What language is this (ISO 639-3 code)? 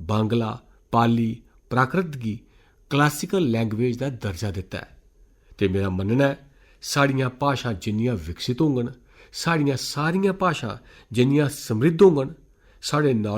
doi